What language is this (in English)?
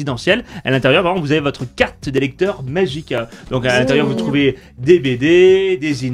French